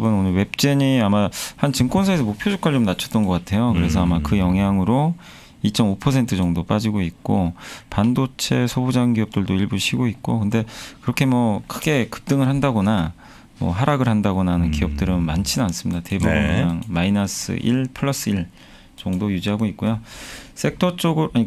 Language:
Korean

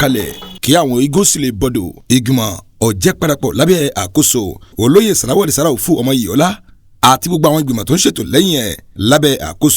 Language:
Yoruba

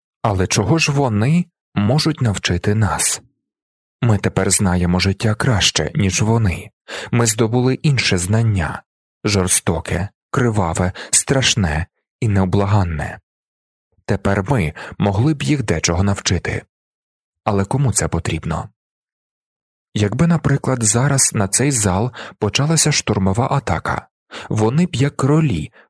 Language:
Ukrainian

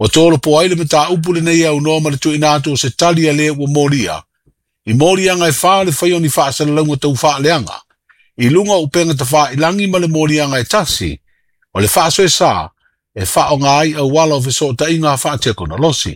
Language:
Samoan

